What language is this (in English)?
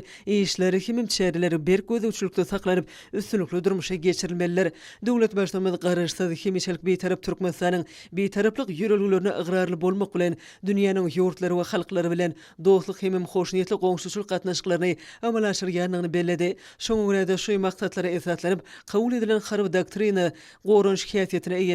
Turkmen